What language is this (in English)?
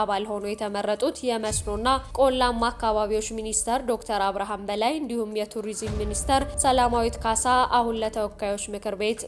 Amharic